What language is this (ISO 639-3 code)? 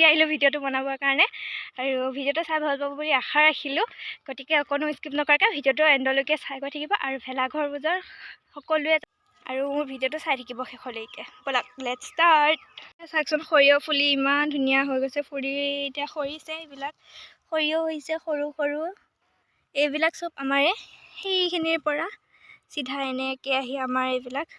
asm